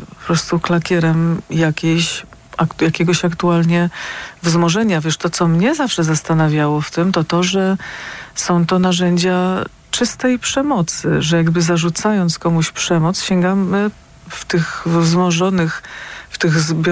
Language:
Polish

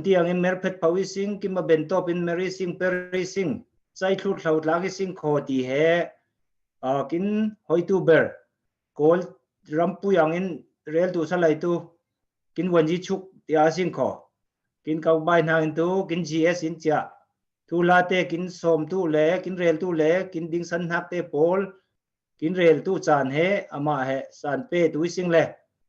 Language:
Falam Chin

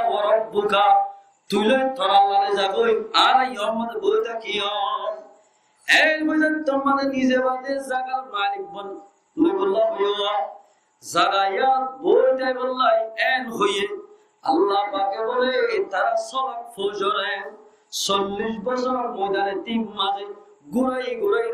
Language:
Rohingya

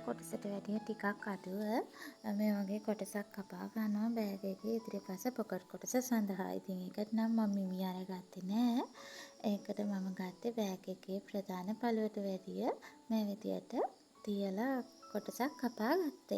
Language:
Sinhala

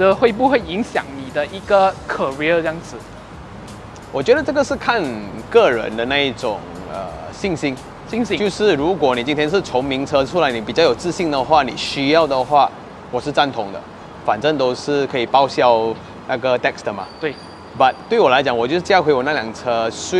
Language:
Chinese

